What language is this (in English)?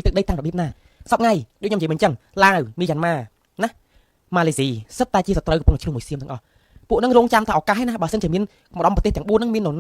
Khmer